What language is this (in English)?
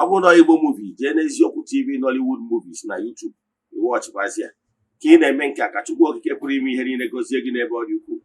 Igbo